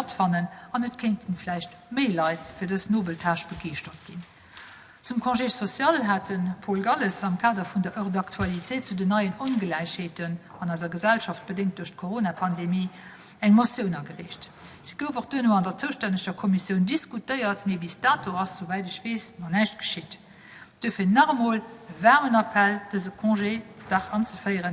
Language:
Luxembourgish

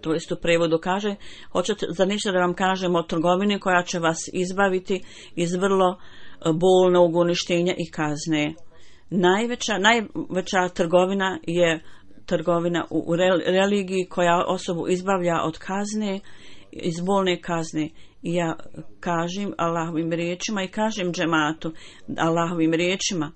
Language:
Bosnian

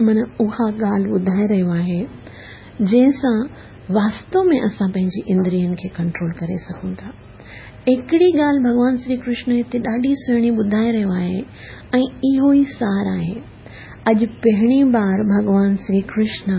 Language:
Sindhi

